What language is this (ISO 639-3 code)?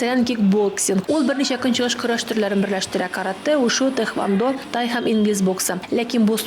tat